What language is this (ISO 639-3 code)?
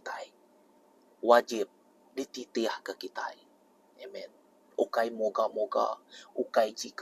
iba